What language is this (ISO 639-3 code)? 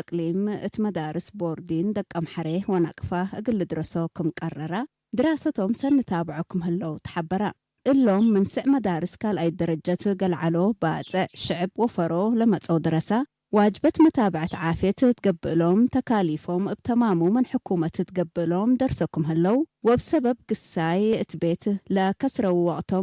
tig